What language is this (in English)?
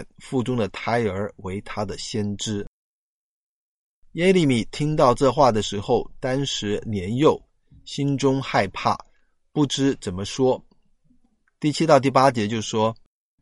Chinese